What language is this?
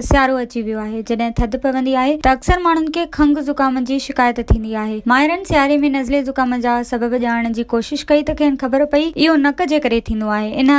Sindhi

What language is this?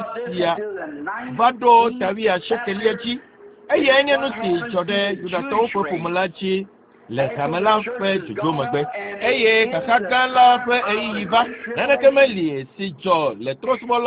Ewe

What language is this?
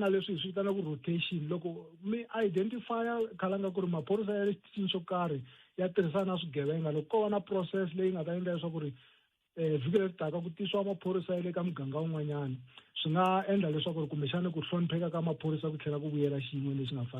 Tsonga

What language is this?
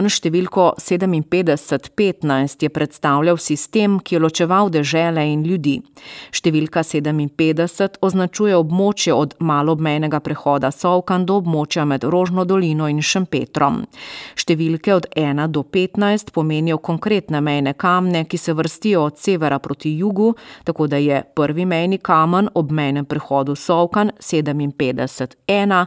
Slovenian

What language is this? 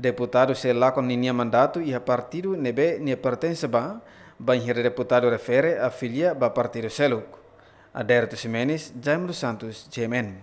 Tetum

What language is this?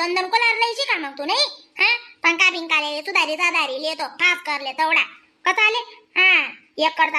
Khandesi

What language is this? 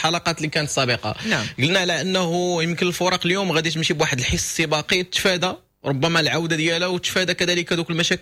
Moroccan Arabic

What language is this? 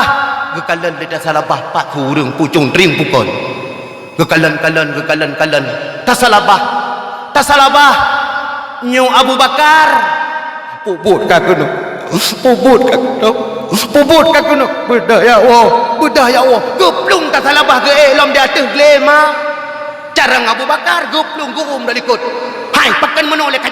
Achinese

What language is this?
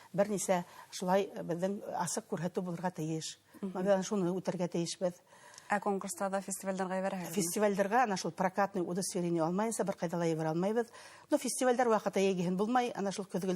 Bashkir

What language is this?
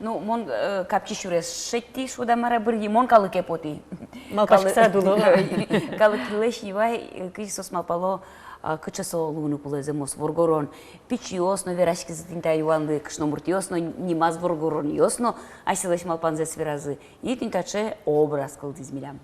Udmurt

